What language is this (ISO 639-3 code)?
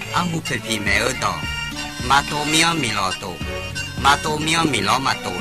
ahk